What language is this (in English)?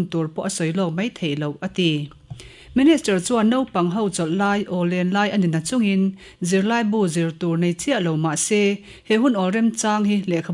Mizo